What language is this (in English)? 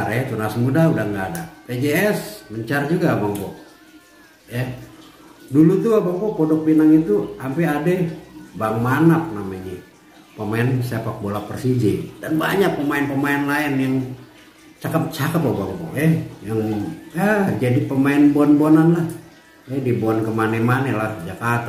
Betawi